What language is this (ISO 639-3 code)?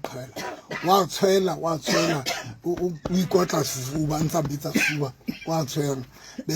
sot